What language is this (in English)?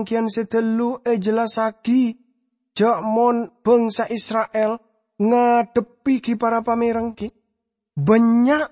Madurese